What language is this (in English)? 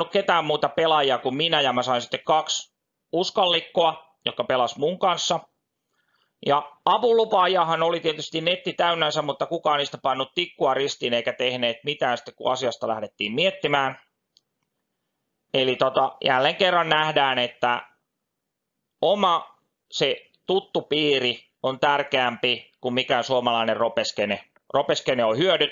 Finnish